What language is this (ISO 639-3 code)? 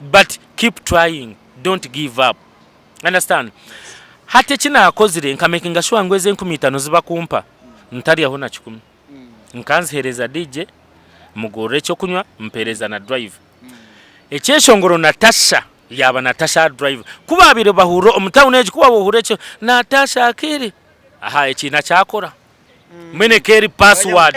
nyn